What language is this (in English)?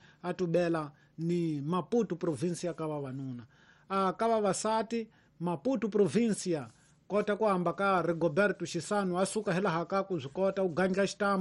Tsonga